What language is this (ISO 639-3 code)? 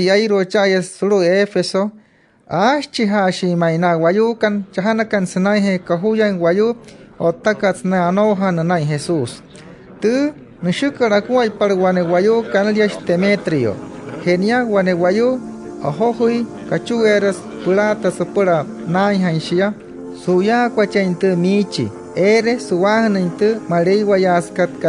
guc